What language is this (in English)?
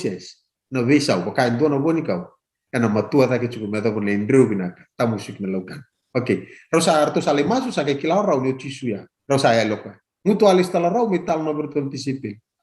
Fijian